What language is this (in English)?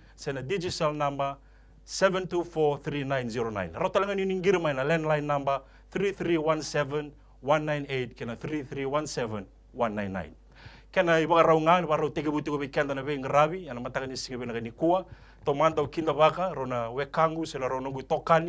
Fijian